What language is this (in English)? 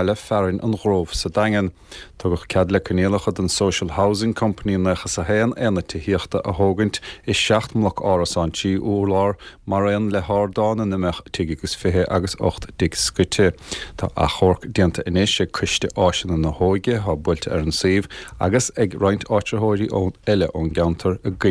Irish